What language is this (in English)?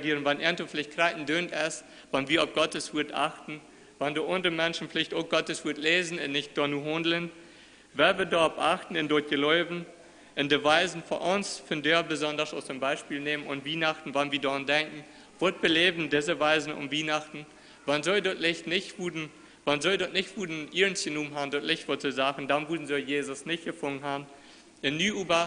Plautdietsch